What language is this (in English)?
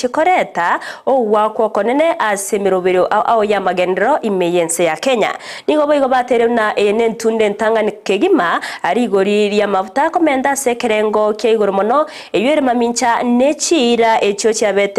Gusii